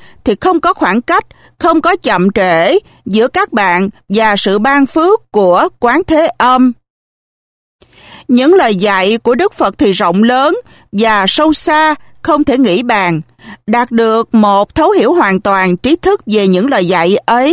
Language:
Vietnamese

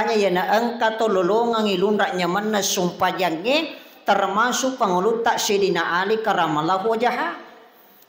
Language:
Buginese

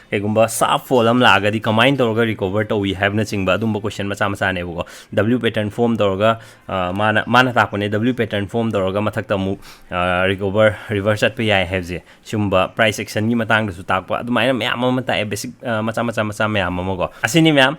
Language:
Manipuri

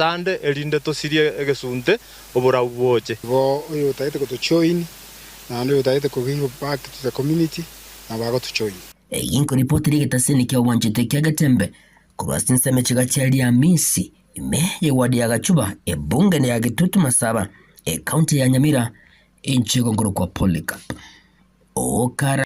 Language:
Gusii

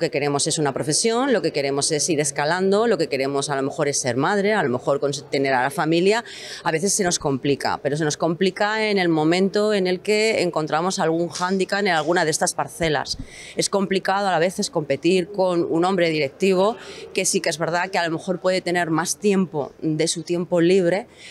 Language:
Spanish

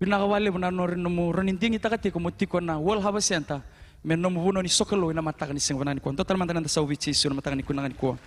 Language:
Fijian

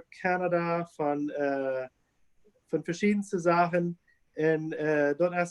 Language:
Plautdietsch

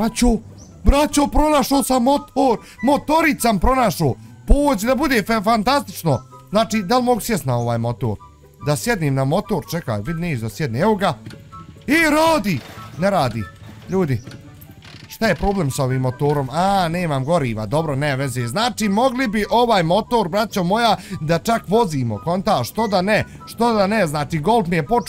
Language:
Bosnian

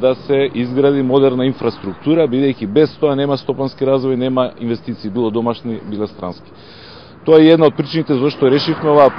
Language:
Macedonian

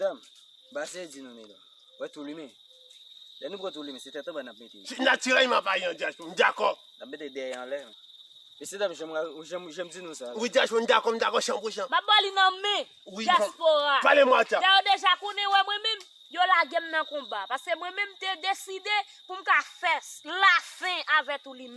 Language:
Haitian Creole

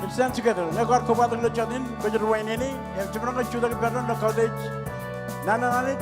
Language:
Marshallese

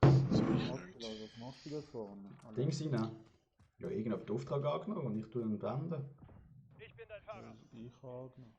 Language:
Swiss German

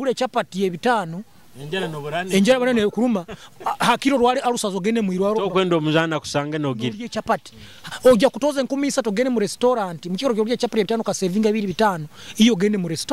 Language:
Nyoro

